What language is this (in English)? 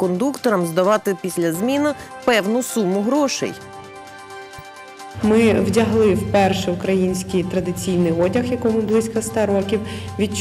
Ukrainian